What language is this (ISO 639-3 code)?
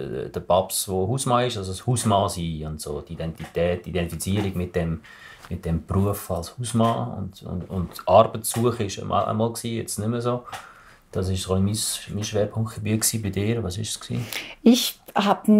gsw